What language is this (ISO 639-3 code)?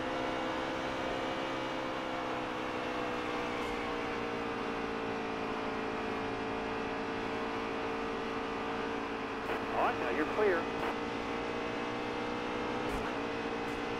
eng